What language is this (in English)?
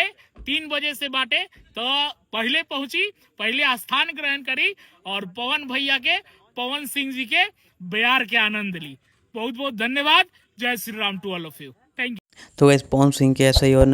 Bhojpuri